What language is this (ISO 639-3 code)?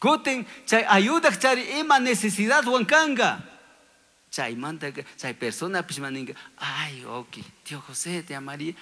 qug